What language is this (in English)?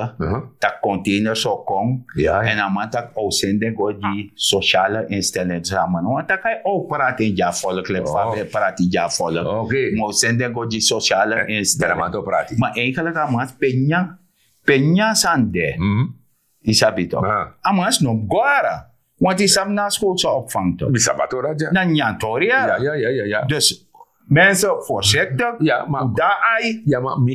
Sranan Tongo